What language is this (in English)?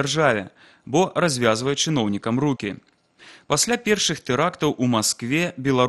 Belarusian